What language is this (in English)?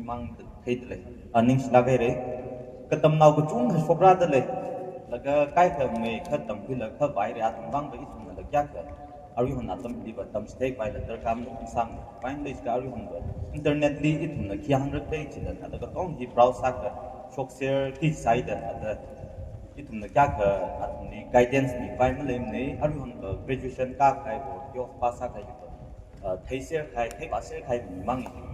Tangkhul Naga (India)